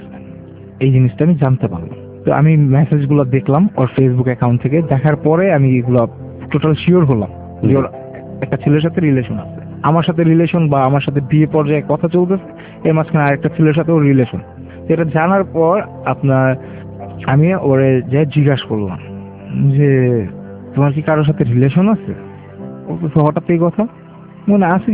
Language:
Bangla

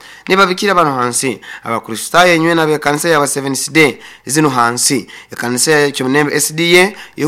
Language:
Nyoro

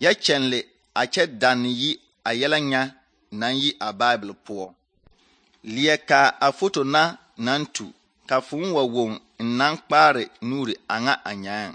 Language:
Southern Dagaare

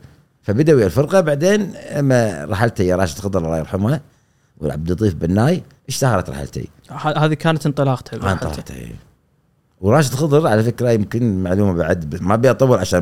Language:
Gulf Arabic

